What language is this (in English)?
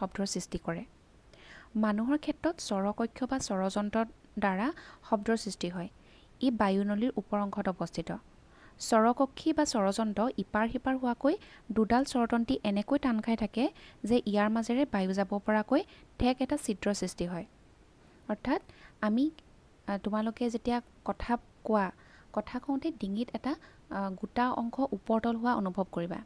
Assamese